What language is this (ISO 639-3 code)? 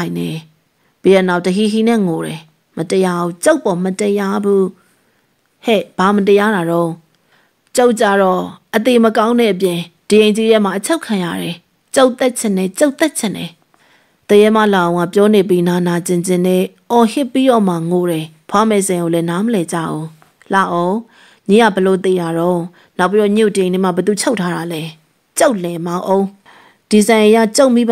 mya